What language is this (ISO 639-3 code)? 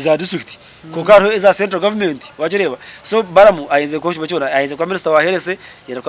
nyn